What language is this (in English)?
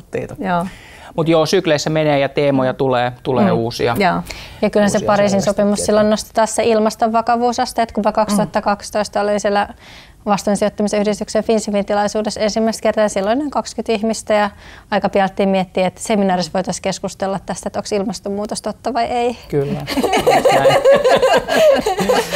Finnish